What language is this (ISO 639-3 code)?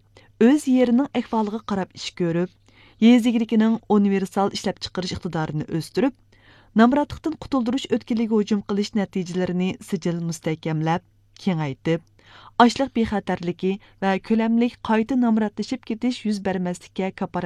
uig